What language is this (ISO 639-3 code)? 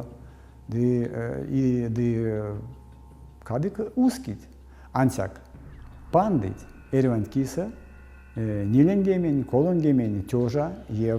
myv